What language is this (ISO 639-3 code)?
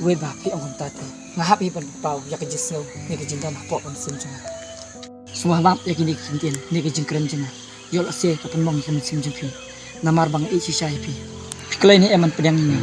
kha